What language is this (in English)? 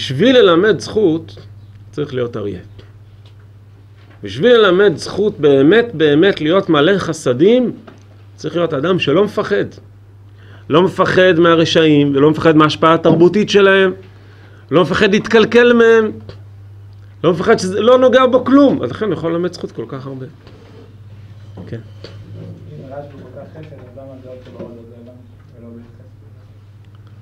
Hebrew